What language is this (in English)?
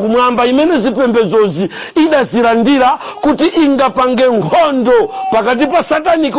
Nyanja